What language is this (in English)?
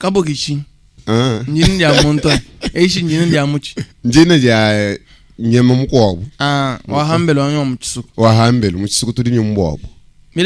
Luba-Lulua